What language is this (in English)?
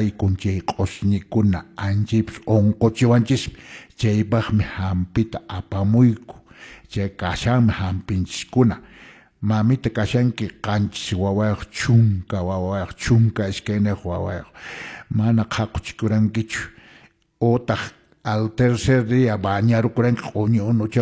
Quechua